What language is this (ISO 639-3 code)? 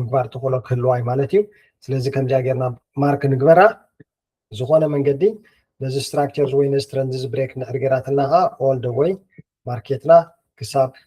tir